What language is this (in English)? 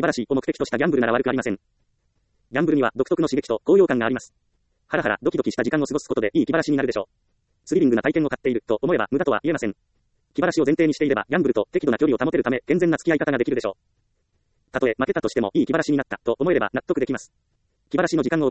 Japanese